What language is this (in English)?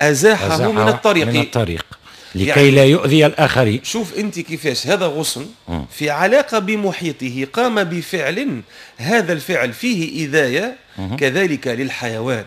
Tunisian Arabic